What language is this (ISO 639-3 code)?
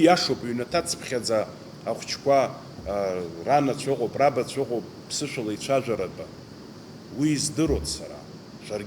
abk